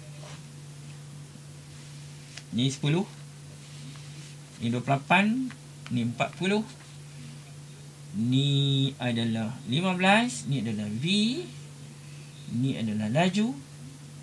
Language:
Malay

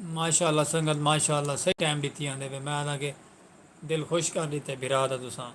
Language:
Saraiki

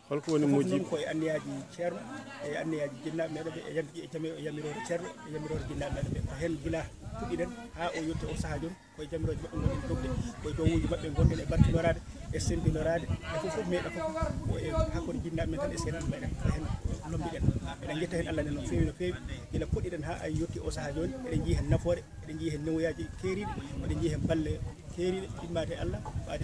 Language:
Fula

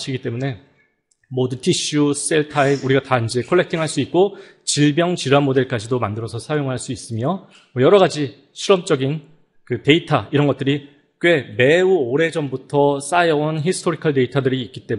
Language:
Korean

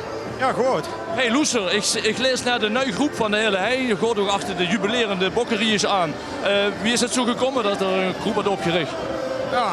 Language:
Limburgish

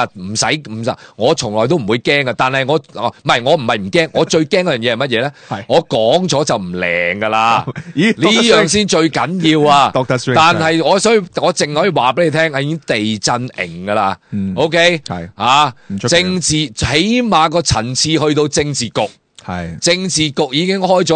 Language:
Cantonese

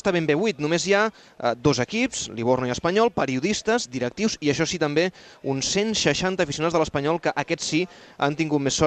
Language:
Catalan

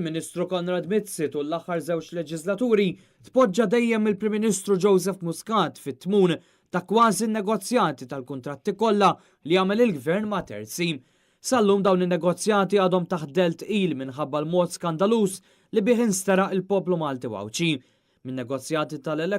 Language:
Maltese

